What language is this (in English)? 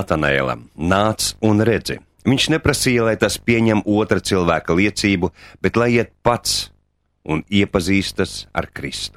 Latvian